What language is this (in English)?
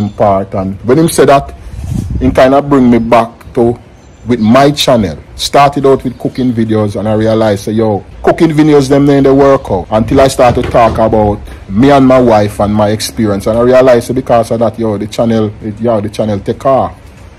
Jamaican Creole English